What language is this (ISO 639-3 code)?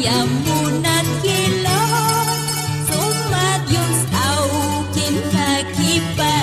aym